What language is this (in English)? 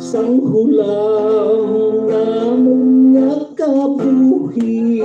Hiligaynon